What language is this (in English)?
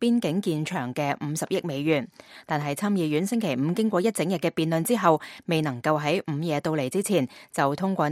Cantonese